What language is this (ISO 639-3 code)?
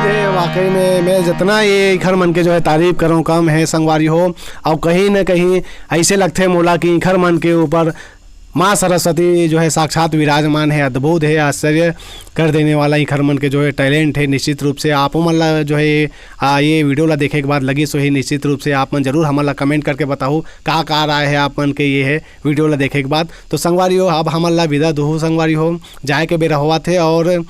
hne